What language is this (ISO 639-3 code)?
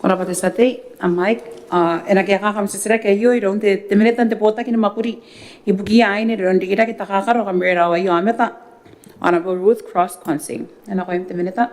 gil